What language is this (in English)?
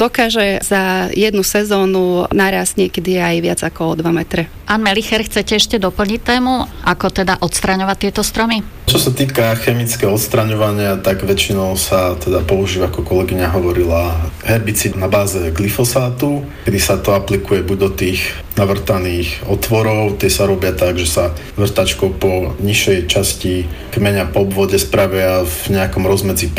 Slovak